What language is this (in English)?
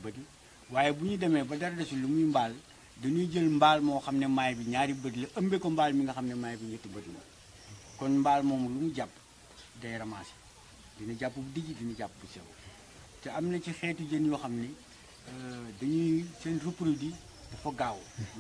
Wolof